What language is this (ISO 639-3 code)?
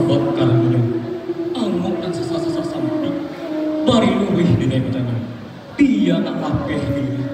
min